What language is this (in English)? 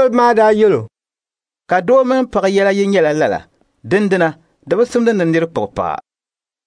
Dagbani